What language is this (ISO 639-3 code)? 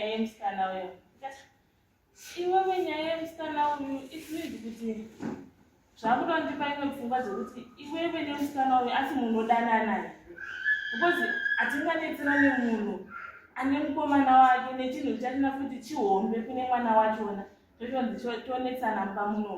sna